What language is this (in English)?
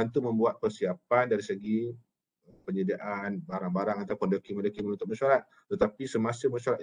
Malay